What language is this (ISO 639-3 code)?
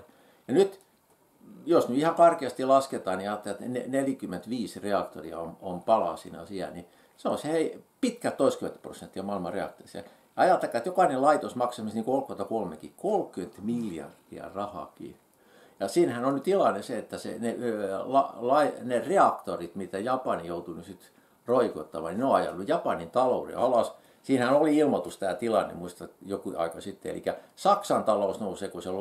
fin